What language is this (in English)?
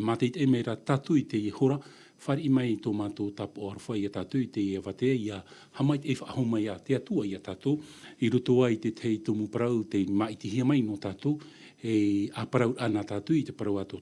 Tahitian